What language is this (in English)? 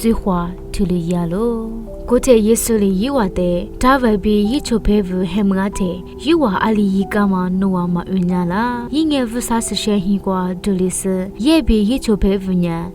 Lisu